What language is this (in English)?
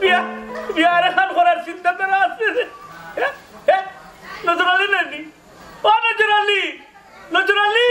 Sylheti